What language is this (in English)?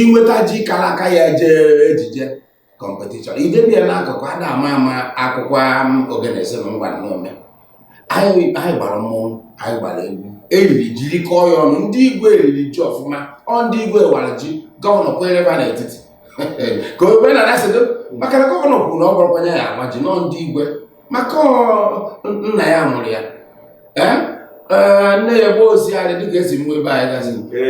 Igbo